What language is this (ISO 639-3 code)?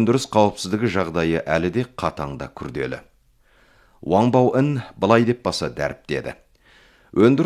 kaz